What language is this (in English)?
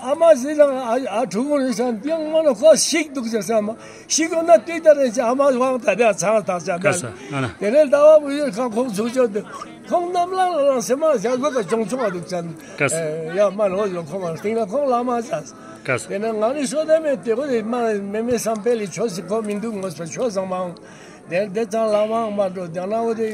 Tibetan